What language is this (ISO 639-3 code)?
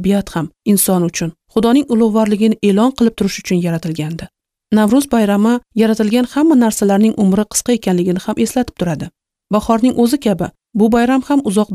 uzb